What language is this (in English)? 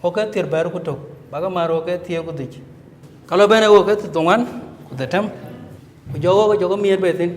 Dinka